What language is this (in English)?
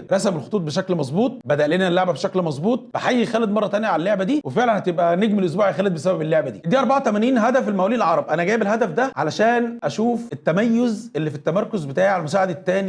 Egyptian Arabic